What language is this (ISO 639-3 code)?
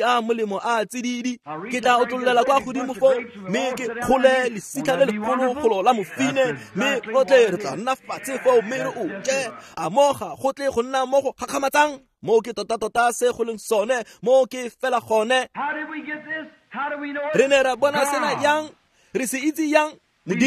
tsn